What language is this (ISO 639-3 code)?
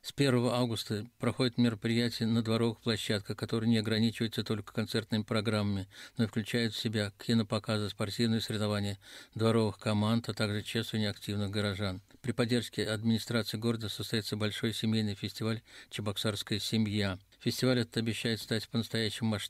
rus